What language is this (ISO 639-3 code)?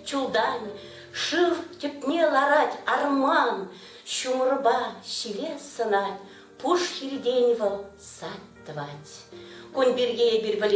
chv